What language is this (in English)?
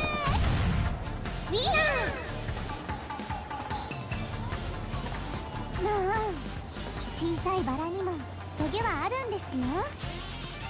Japanese